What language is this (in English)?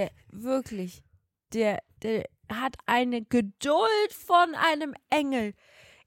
German